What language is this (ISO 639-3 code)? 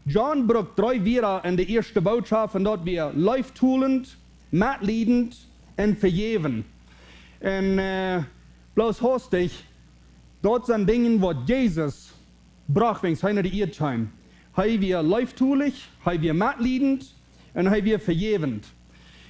pdt